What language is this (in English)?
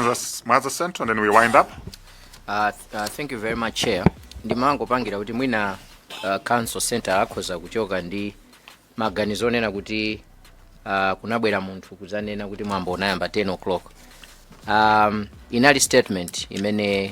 Nyanja